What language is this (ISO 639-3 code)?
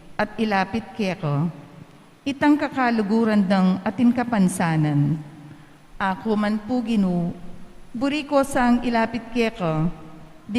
pam